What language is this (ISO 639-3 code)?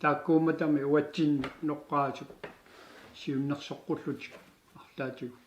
kal